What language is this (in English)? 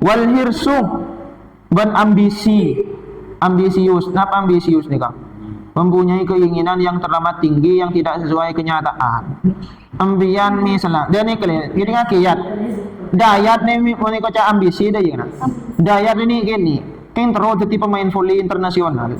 Madurese